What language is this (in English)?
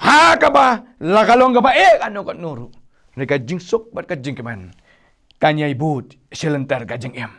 Khasi